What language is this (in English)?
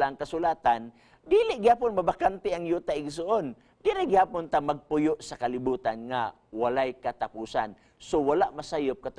Cebuano